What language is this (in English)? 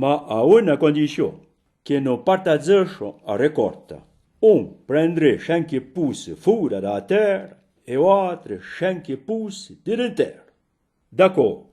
Arpitan